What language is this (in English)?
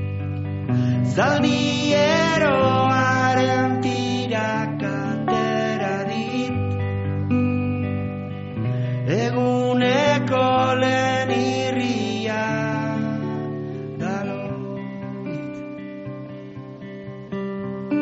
Basque